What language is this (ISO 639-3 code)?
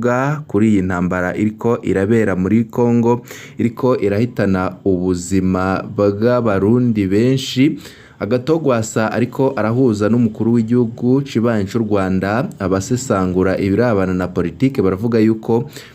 run